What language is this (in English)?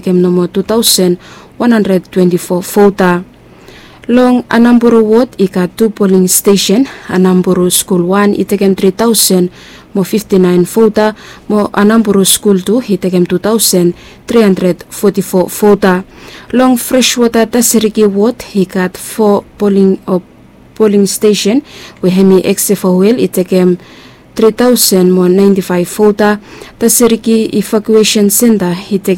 Bislama